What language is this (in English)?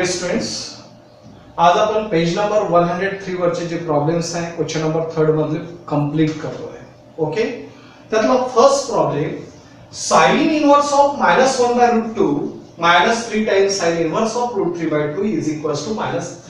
Marathi